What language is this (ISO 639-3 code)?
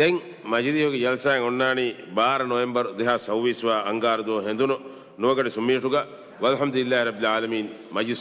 div